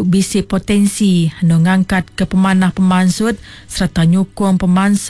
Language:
Iban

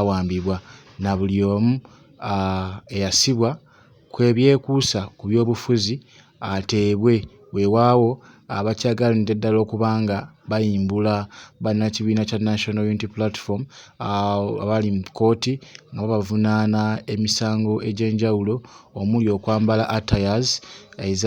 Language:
Ganda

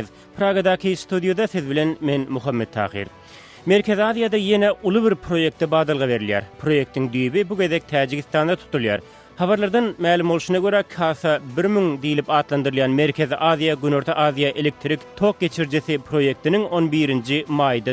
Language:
Turkmen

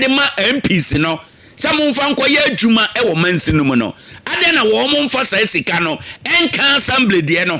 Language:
Akan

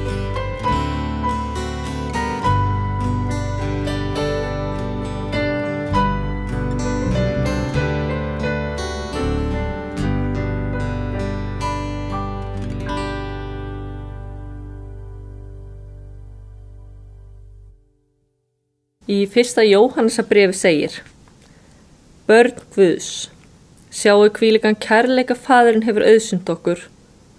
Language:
Icelandic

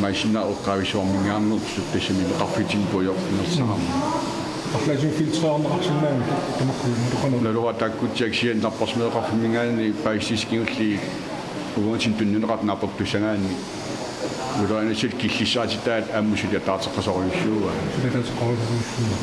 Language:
Kalaallisut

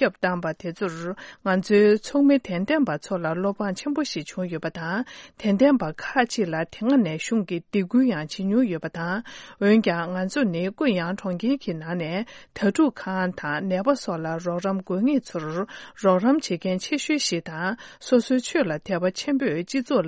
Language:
Tibetan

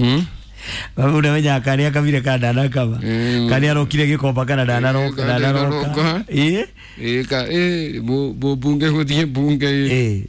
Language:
Kikuyu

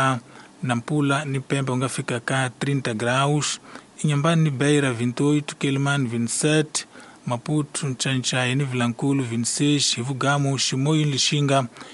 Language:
Tsonga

